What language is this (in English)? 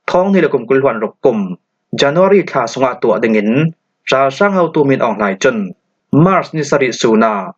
Falam Chin